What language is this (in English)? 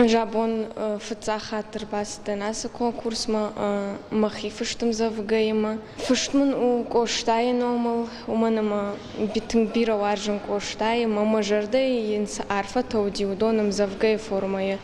Ossetic